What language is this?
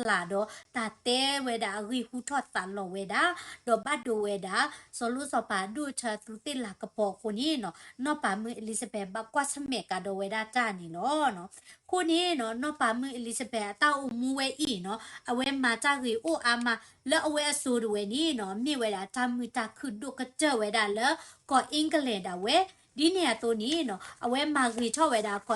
S'gaw Karen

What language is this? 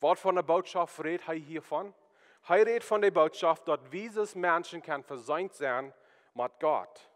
Plautdietsch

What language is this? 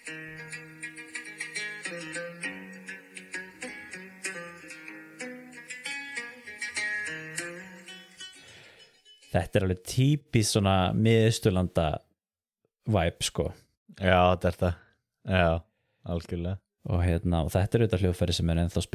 Icelandic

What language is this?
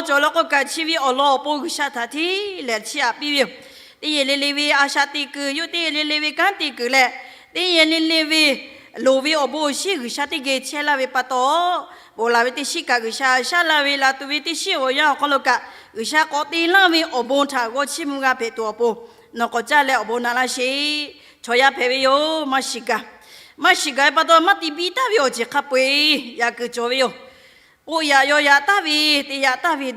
Lahu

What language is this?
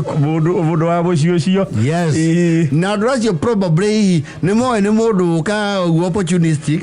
Kikuyu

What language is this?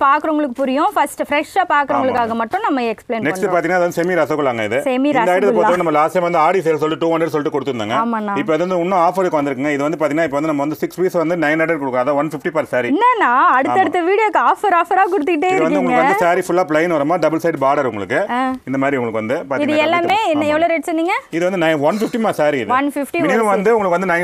Tamil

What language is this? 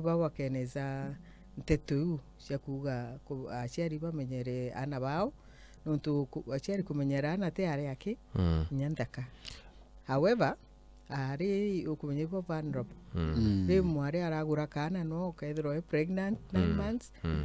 Meru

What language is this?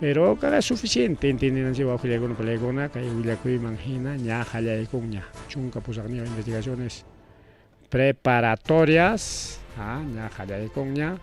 Ayacucho Quechua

